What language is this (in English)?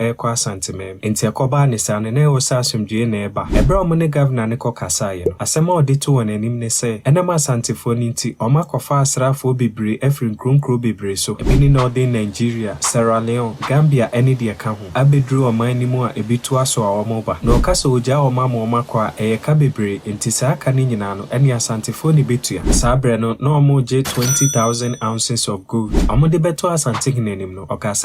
Akan